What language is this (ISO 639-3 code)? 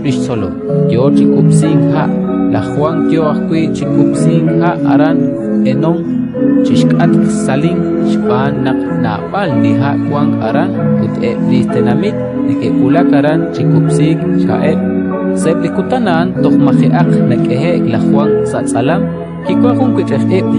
kek